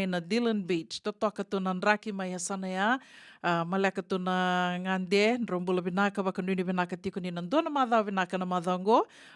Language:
Fijian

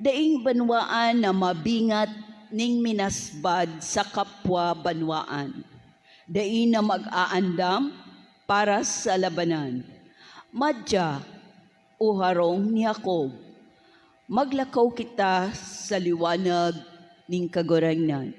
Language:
Bikol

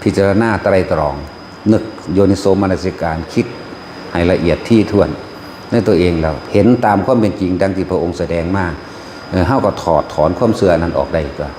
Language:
Lao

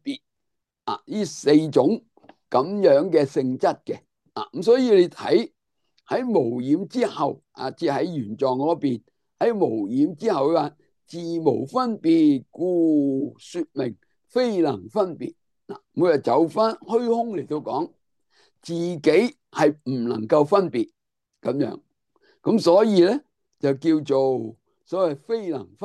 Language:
Cantonese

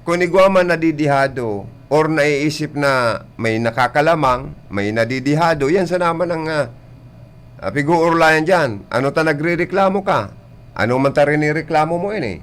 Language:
Bikol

